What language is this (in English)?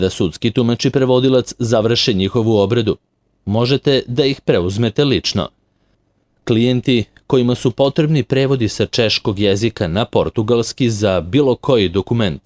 Serbian